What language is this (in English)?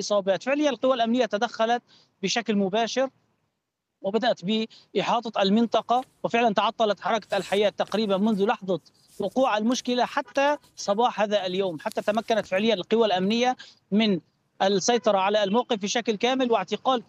Arabic